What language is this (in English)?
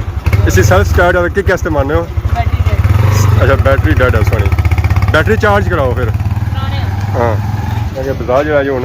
Pahari-Potwari